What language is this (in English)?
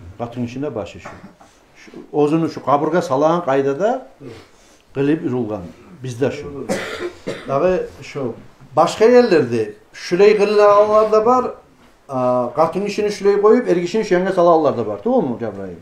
Kumyk